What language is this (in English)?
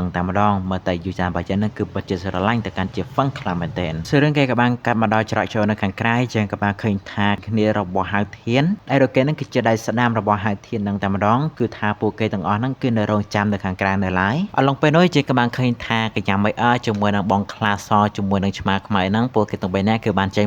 Khmer